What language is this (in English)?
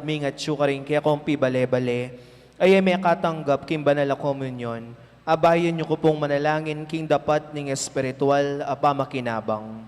Pampanga